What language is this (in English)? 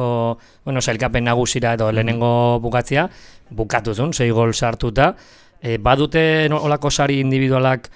Basque